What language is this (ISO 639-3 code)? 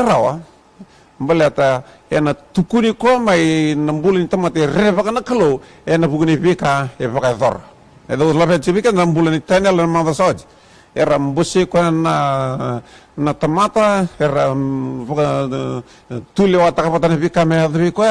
fij